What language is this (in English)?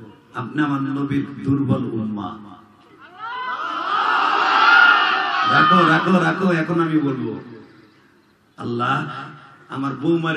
Bangla